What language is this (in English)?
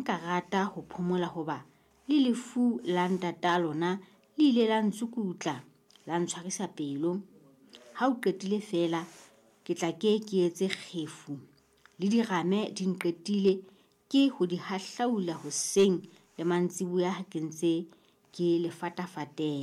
Southern Sotho